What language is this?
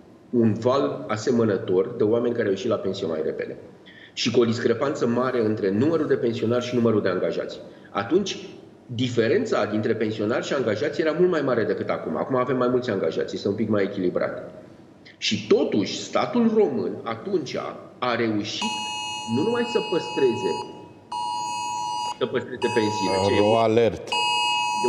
Romanian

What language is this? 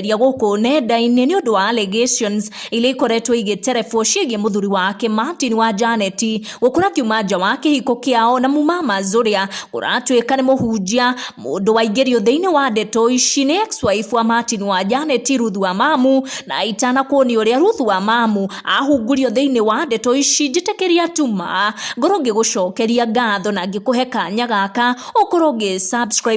Kikuyu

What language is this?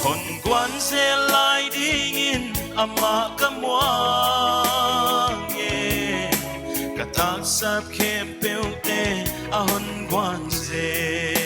Paite Chin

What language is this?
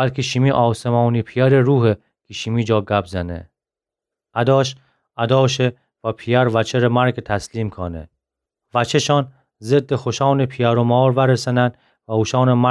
Gilaki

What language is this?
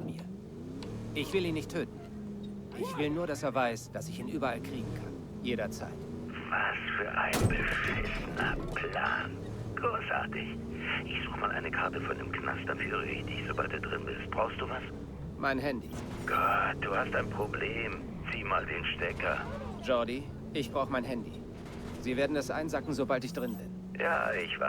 Bavarian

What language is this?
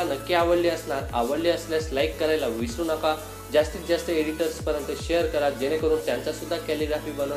Marathi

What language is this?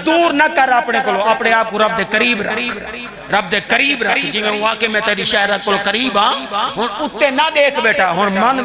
Saraiki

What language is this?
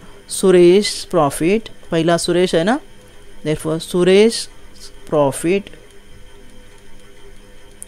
Marathi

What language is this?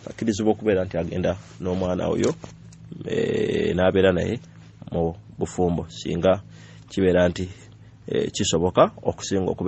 Ganda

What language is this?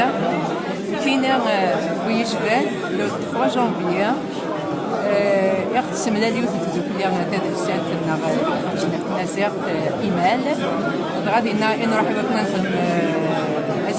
Kabyle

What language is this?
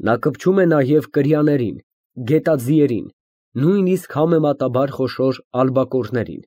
Armenian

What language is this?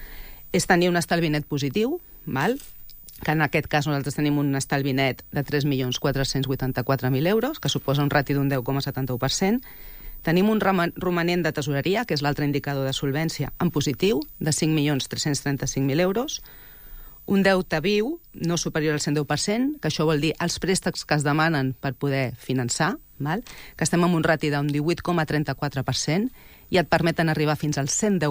Catalan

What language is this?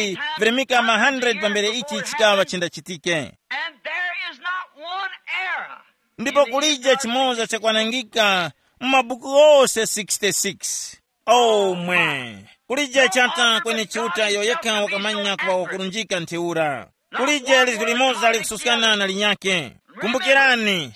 Tumbuka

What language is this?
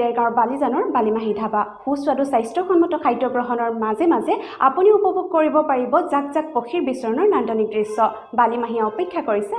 Assamese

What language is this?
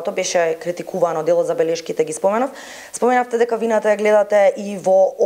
Macedonian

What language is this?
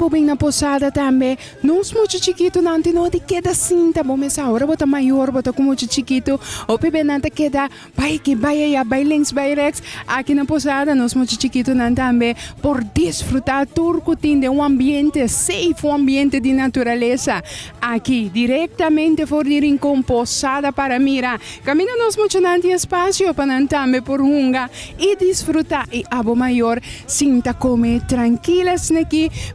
Papiamento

